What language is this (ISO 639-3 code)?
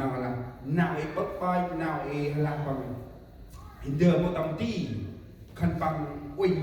cmo